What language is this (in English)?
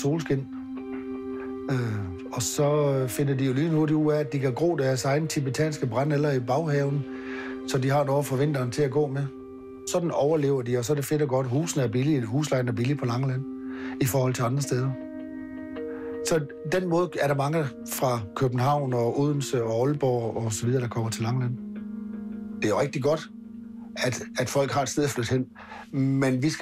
Danish